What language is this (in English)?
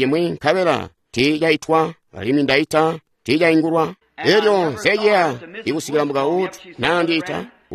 Tonga (Zambia)